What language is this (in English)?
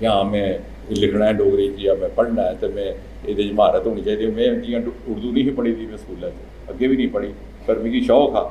Dogri